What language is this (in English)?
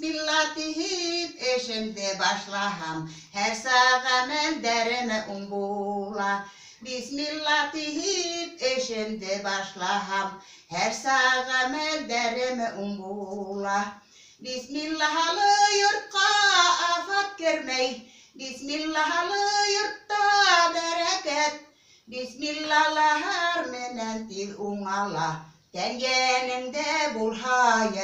Bashkir